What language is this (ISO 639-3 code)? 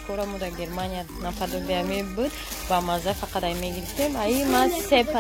tgk